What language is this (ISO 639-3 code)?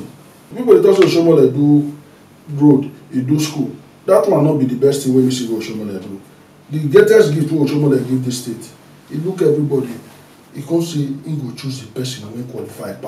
pcm